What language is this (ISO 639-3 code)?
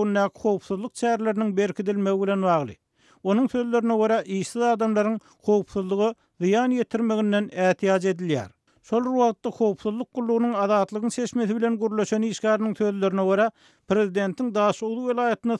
tuk